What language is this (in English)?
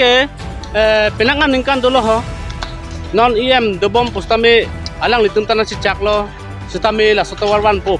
Karbi